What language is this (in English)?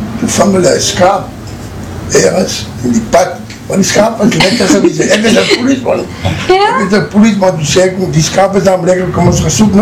Afrikaans